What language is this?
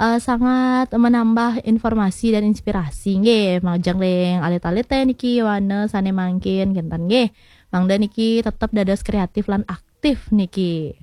Balinese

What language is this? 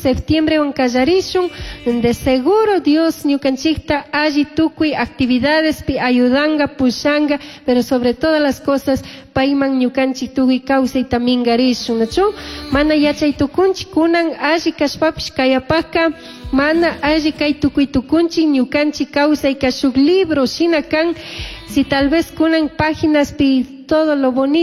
Chimborazo Highland Quichua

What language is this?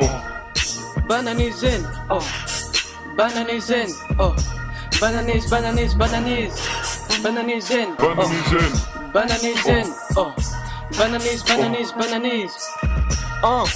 Breton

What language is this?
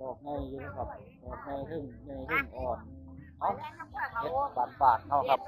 Northeastern Thai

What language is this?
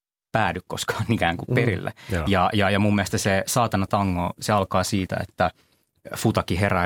Finnish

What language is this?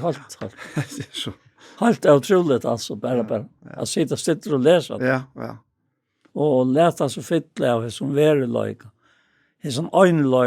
Faroese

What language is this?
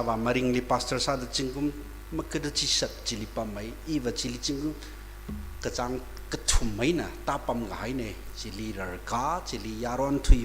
Tangkhul Naga (India)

